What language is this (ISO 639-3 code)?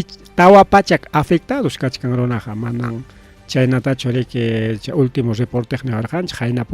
quy